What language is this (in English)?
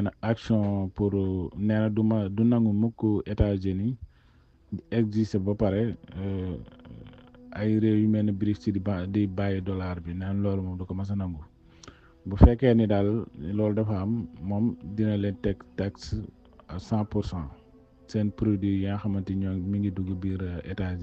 Wolof